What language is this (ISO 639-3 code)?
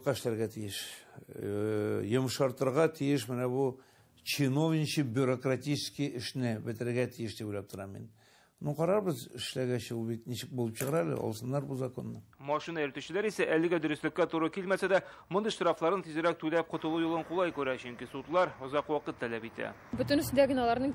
tat